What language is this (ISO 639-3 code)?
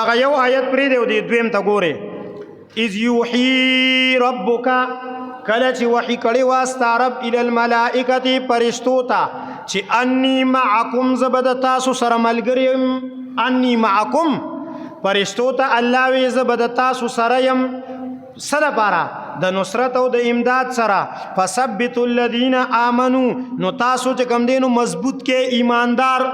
pus